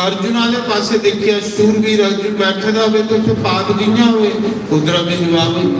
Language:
Dogri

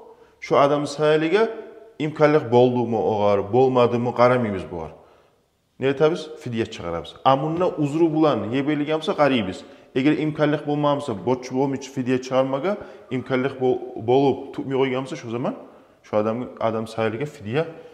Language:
Kumyk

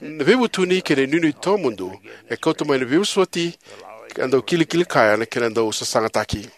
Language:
Fijian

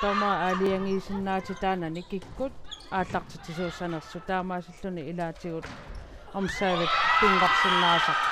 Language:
Kalaallisut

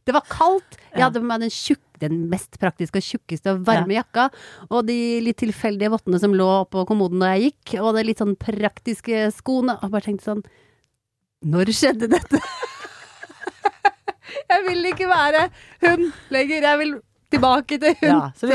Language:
Norwegian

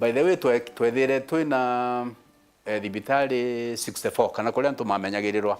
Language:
Meru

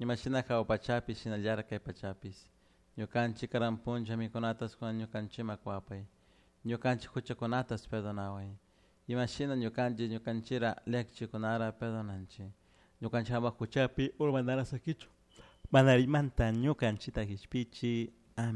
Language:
Chimborazo Highland Quichua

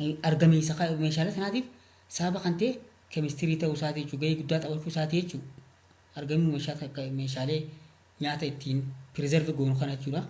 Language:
Oromo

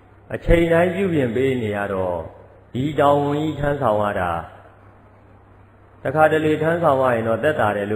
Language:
Burmese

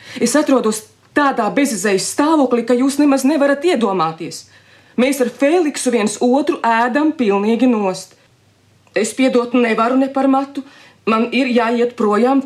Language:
Latvian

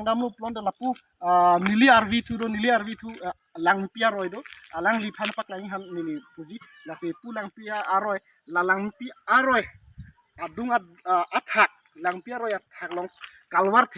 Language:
Karbi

